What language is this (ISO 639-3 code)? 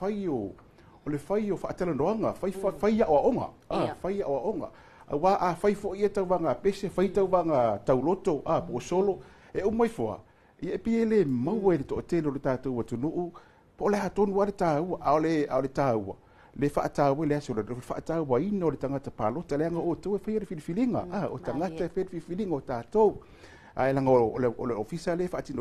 smo